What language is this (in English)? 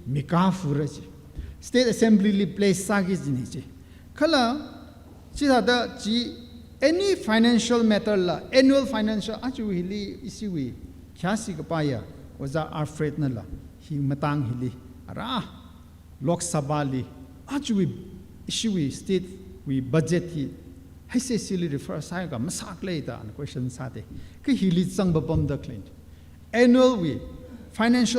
Tangkhul Naga (India)